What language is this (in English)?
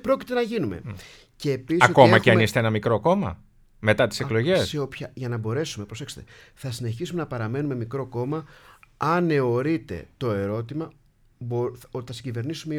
Greek